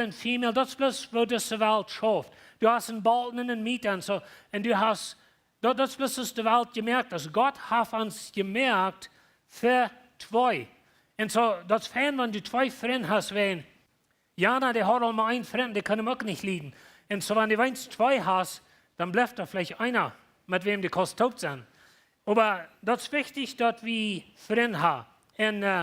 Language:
Plautdietsch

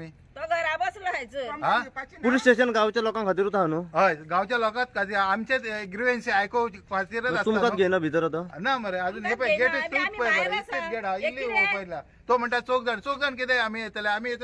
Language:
Konkani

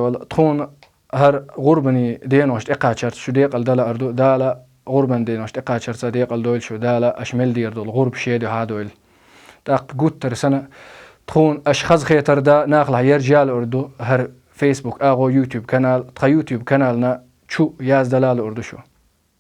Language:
Chechen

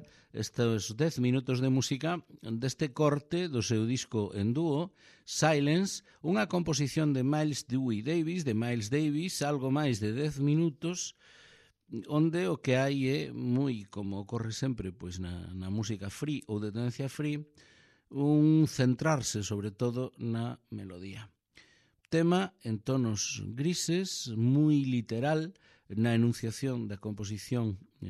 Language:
Galician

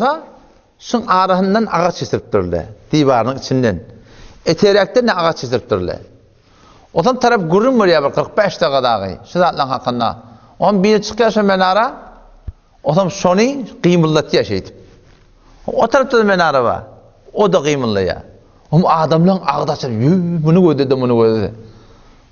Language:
Turkmen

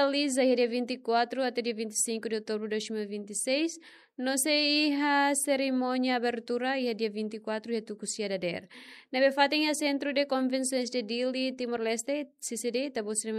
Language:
Tetum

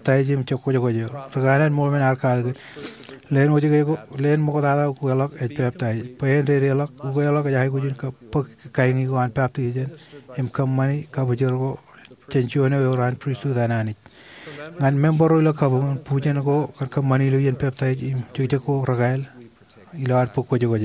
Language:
Marshallese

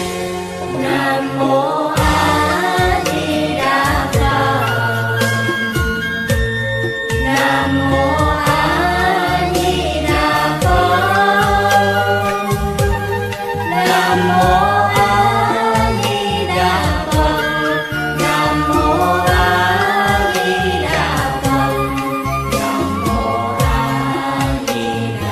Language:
Vietnamese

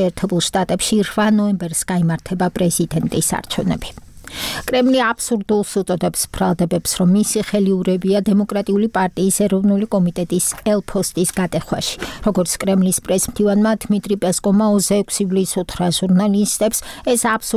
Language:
Georgian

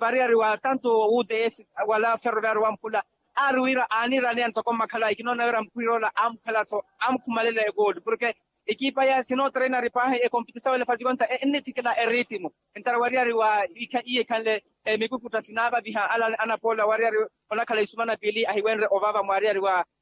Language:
Makhuwa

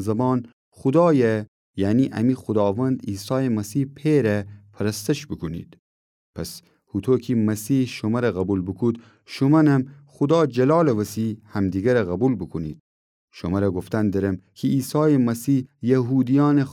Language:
Gilaki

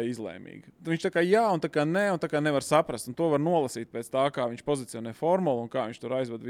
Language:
Latvian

